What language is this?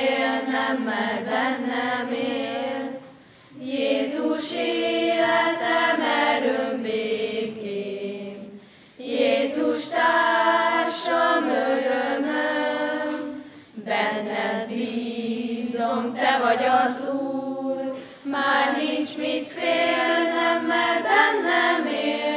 Hungarian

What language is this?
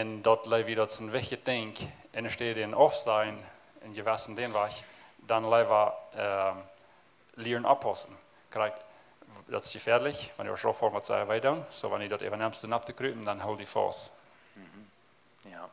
Plautdietsch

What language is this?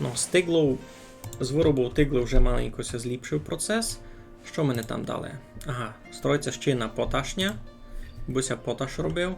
Rusyn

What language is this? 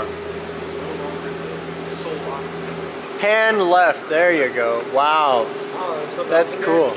English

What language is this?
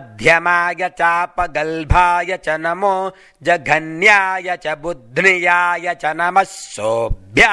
Sanskrit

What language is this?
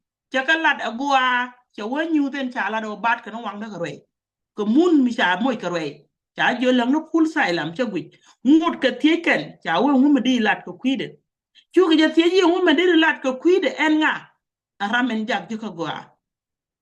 Nuer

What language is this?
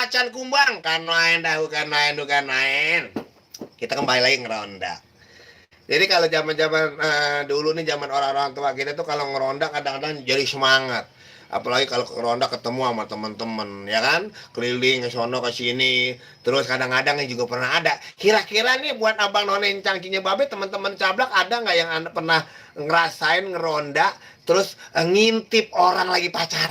Betawi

